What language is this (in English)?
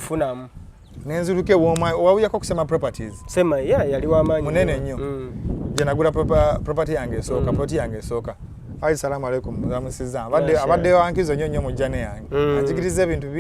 Ganda